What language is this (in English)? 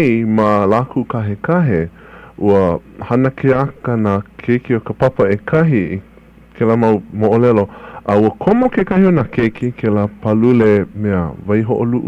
Hawaiian